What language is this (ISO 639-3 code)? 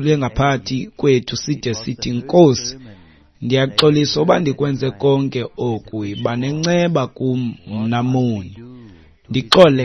xho